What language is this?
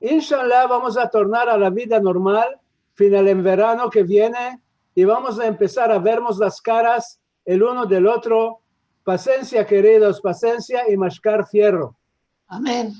Ladino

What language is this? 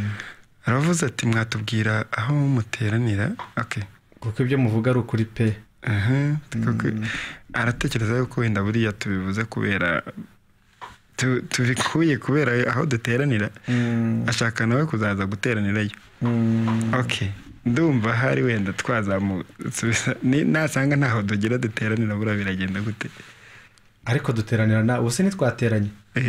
Kinyarwanda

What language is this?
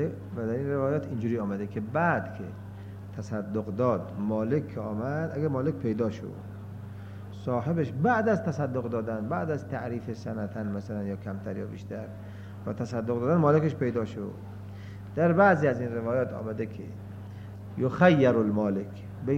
Persian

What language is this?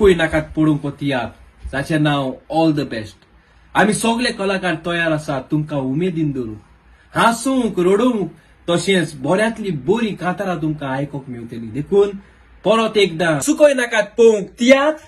Konkani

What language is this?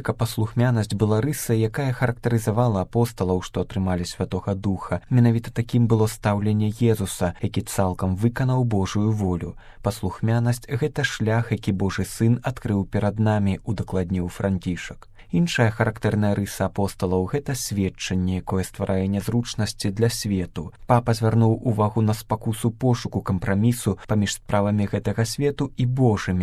Belarusian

